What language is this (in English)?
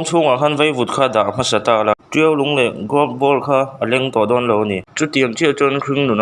Mizo